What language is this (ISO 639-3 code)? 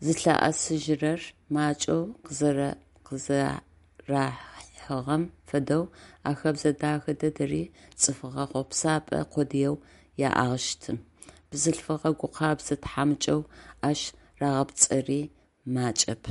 ady